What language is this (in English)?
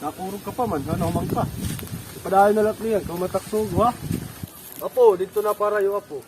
Waray